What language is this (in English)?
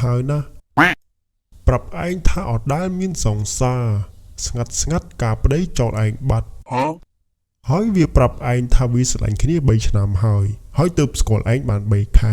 Khmer